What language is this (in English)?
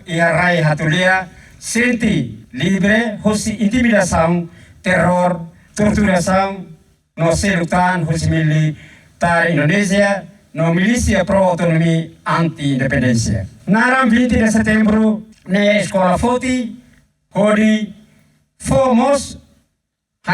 Tetum